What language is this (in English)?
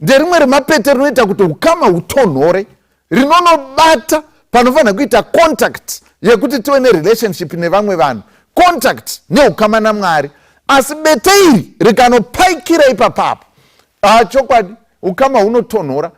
Shona